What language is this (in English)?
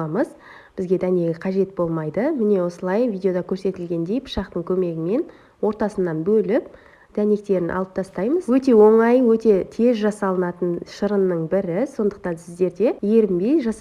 Kazakh